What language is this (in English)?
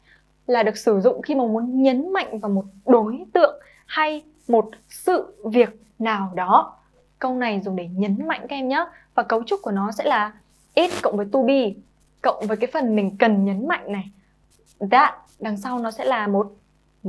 Vietnamese